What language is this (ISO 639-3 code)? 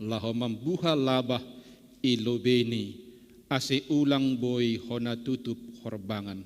bts